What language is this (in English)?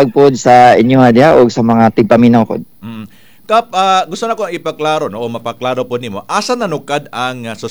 Cebuano